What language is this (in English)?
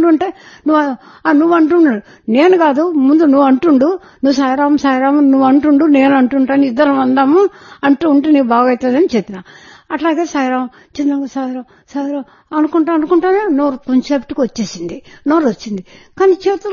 Telugu